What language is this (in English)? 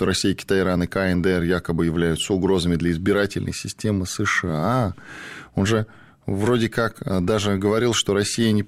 Russian